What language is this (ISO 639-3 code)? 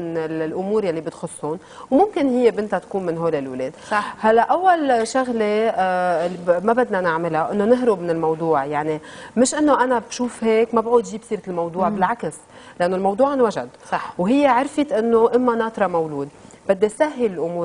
apc